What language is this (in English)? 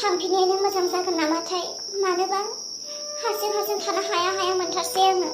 Bodo